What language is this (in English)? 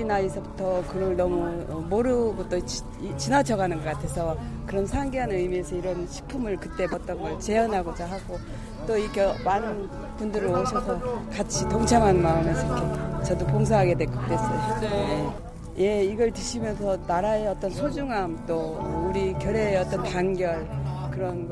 Korean